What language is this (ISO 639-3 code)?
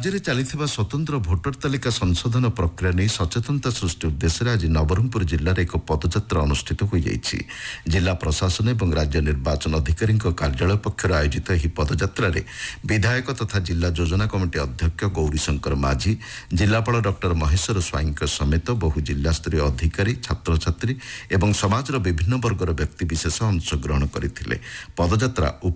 ori